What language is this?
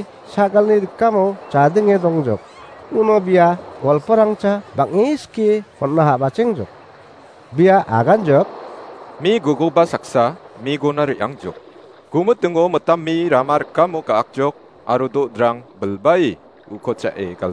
Garo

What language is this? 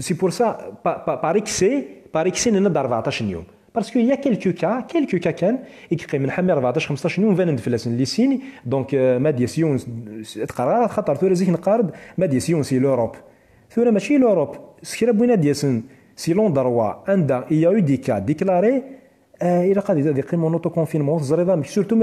Kabyle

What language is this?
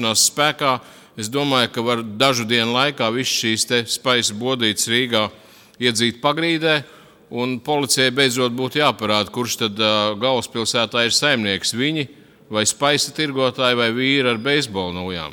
Latvian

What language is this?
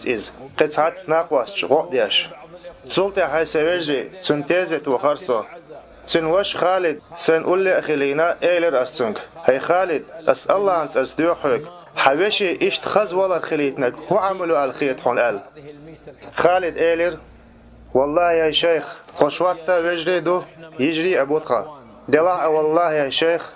Chechen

